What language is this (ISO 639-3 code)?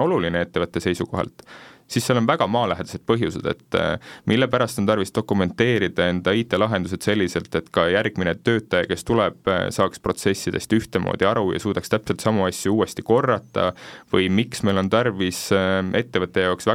est